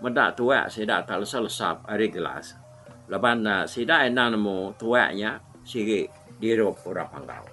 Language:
Iban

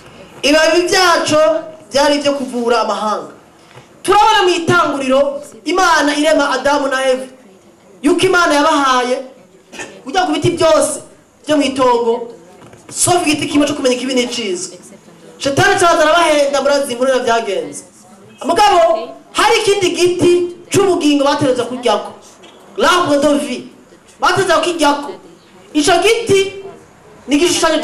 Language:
Rundi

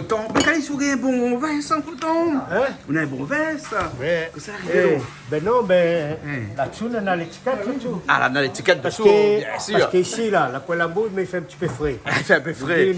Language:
Réunion Creole French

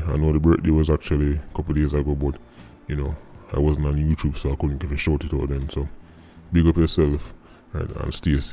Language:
Jamaican Creole English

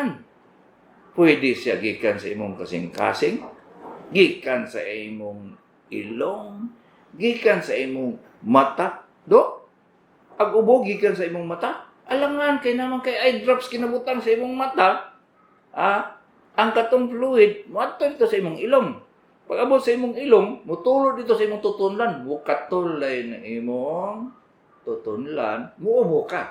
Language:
Cebuano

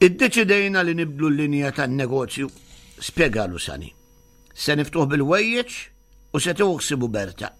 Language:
Maltese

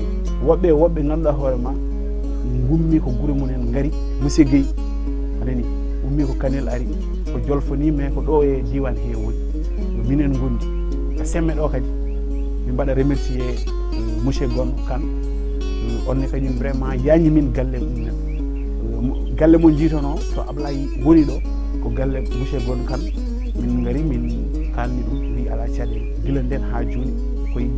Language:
Fula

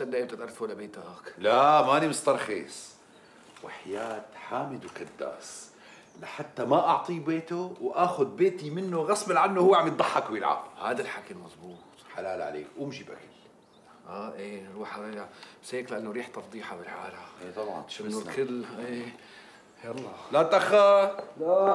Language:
North Levantine Arabic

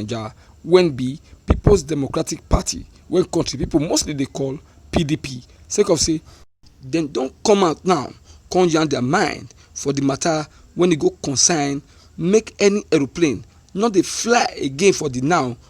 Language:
Nigerian Pidgin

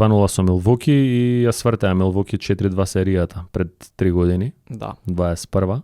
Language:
Macedonian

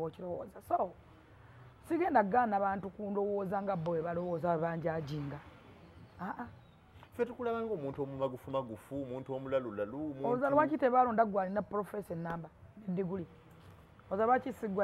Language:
Ganda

